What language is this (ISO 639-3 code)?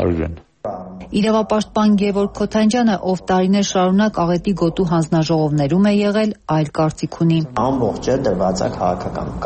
hye